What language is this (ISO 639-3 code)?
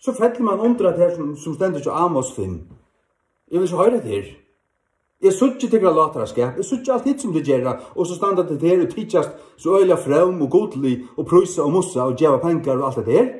fao